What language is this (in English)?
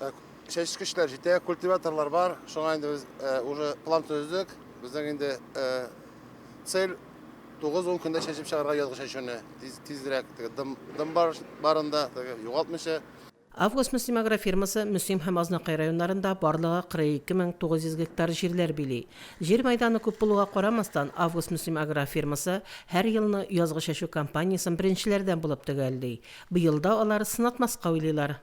Tatar